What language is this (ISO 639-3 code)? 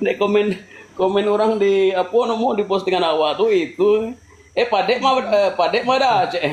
min